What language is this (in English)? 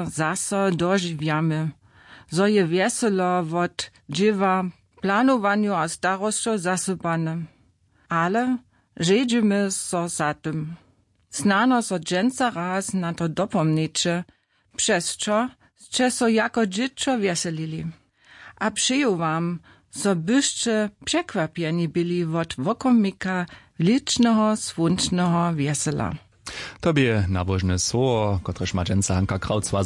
Upper Sorbian